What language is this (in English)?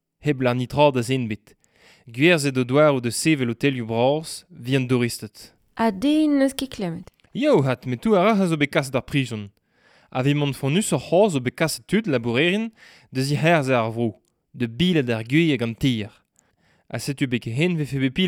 Breton